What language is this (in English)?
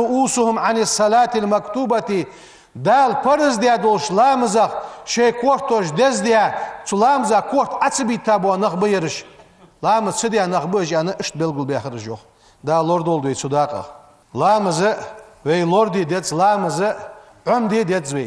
Ingush